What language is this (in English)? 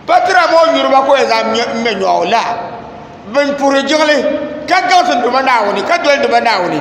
Dagbani